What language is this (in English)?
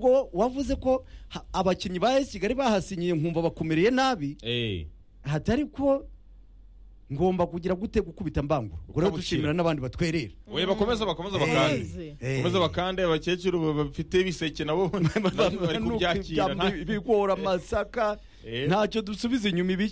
Kinyarwanda